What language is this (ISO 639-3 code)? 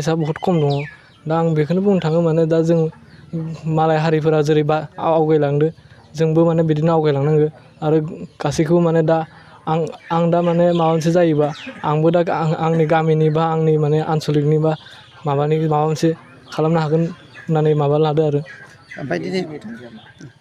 brx